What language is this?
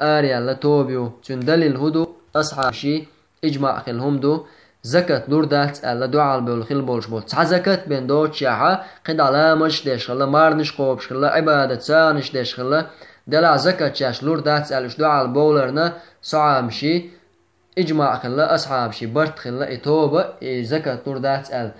Chechen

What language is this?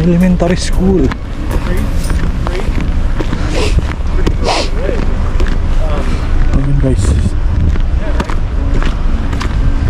Filipino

